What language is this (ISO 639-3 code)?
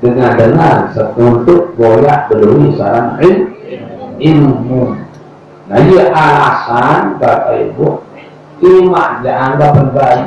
sas